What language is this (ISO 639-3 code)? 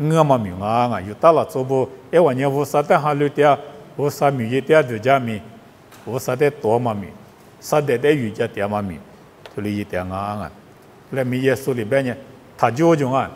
lis